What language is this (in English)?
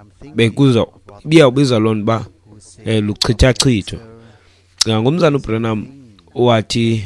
Xhosa